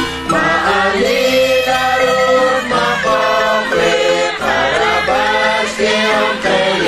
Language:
Kekchí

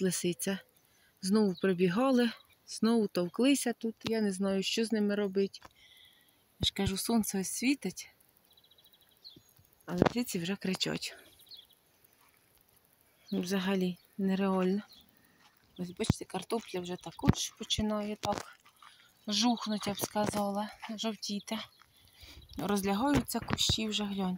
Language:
Ukrainian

